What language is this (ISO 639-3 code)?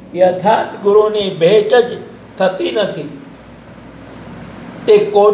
guj